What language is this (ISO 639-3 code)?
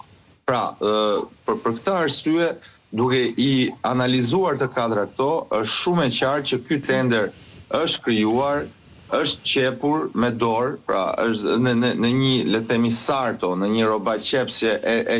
sqi